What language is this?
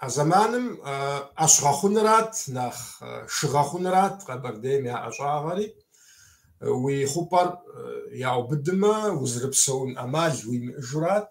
Kabardian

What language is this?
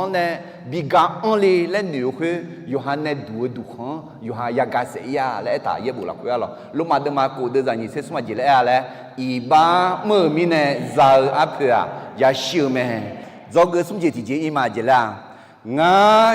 Akha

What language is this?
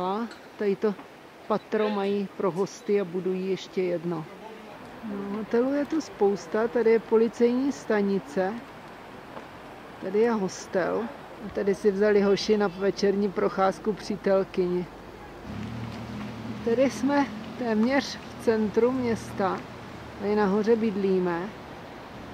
Czech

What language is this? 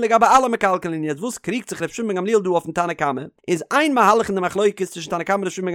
Yiddish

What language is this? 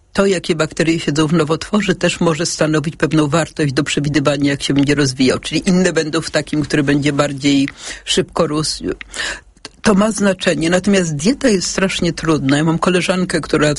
Polish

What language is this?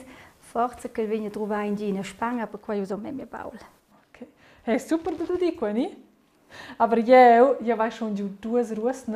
Romansh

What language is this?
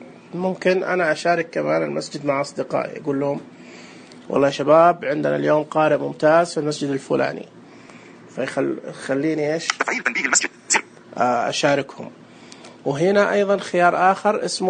Najdi Arabic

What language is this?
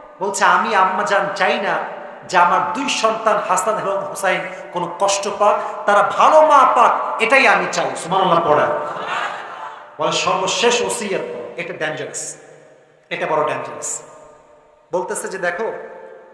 Bangla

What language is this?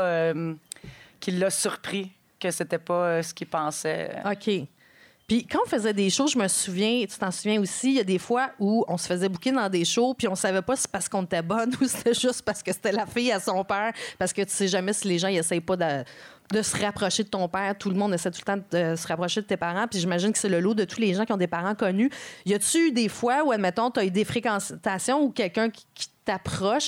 French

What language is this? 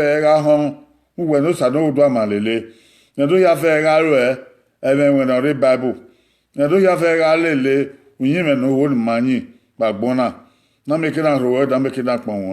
Bini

